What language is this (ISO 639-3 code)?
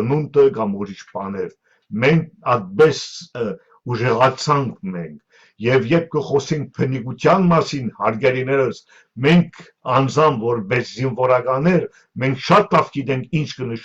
hyw